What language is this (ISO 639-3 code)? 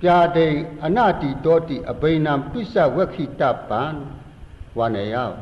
shn